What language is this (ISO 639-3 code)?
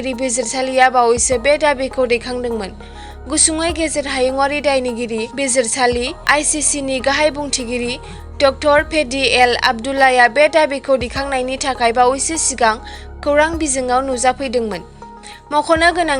brx